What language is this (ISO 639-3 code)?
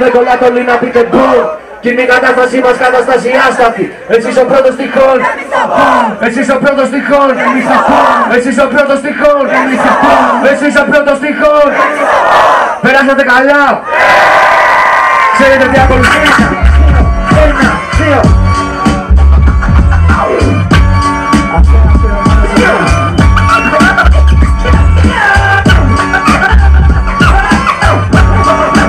ell